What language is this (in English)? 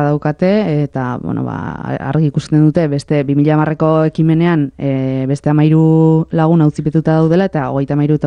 Basque